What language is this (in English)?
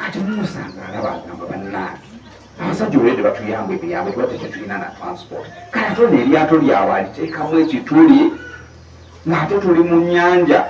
Ganda